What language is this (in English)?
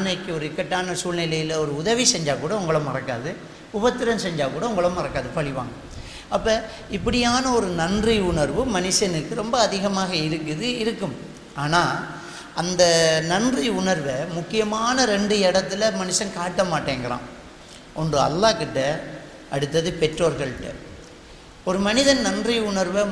Tamil